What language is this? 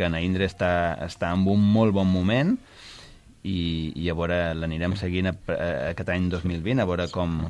Catalan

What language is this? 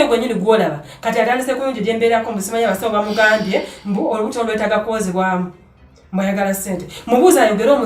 Ganda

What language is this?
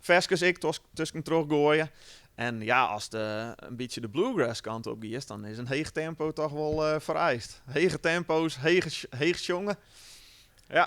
Western Frisian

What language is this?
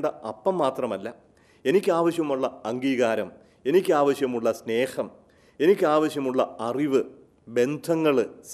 Malayalam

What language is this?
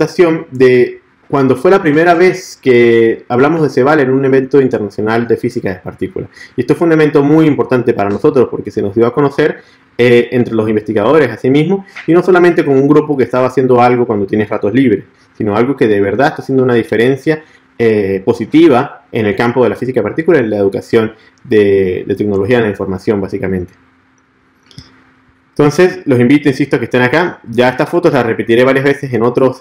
Spanish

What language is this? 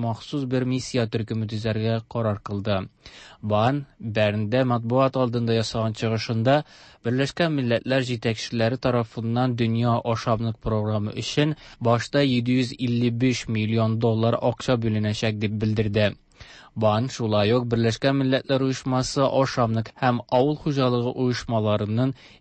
Tatar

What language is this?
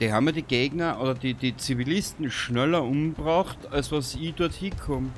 Bavarian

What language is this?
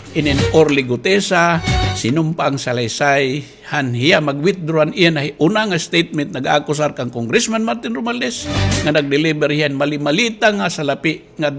Waray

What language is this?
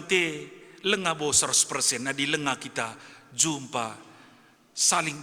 Batak Karo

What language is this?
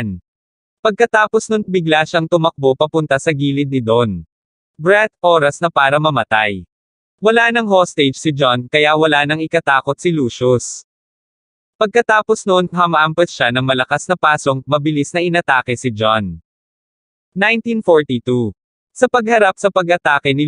Filipino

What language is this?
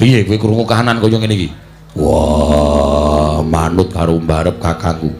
Javanese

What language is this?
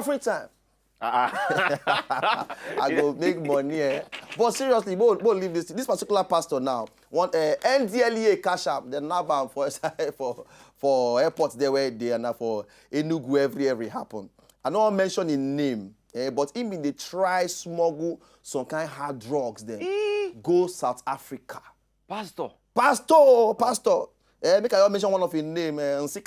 Nigerian Pidgin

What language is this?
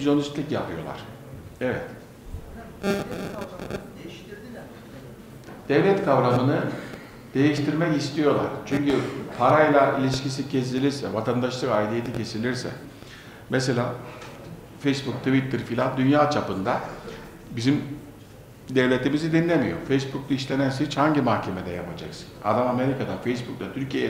Turkish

